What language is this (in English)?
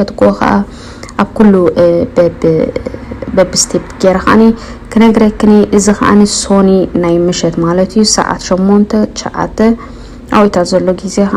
Tigrinya